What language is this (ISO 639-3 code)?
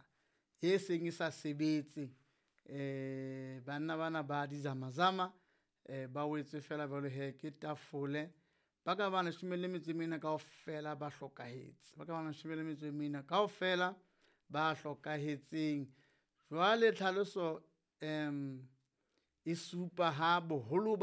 sot